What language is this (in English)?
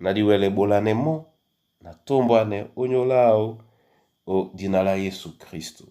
Duala